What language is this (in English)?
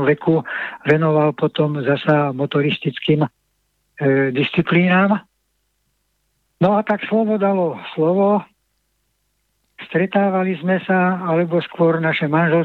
Slovak